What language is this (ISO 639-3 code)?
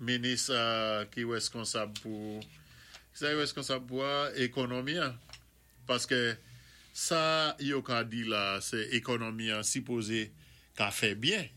acf